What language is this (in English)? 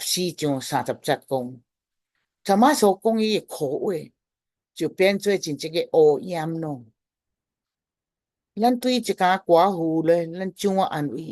Min Nan Chinese